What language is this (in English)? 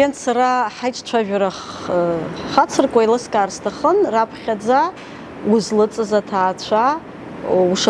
Abkhazian